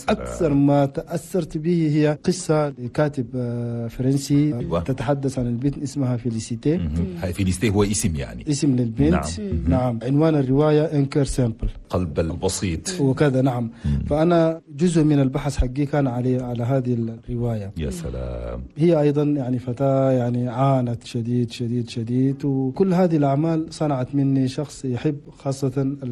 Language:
Chadian Arabic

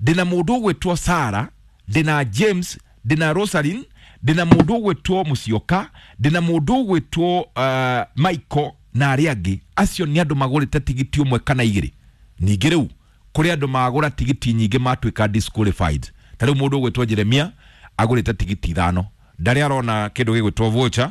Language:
Kikuyu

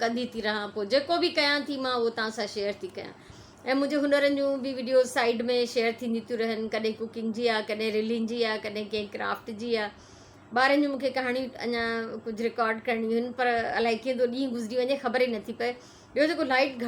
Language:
Sindhi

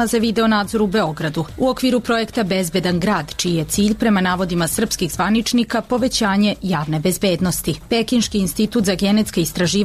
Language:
Serbian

